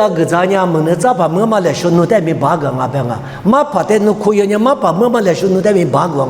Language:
Lisu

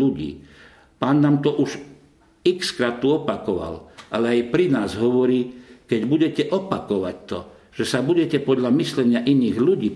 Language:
Slovak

